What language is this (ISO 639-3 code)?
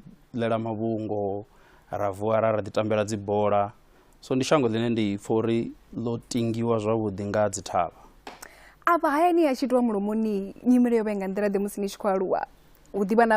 ven